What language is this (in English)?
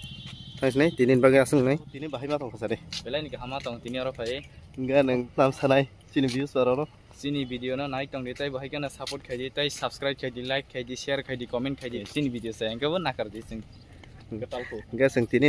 Kok Borok